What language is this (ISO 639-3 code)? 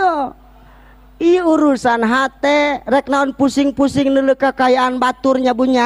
sun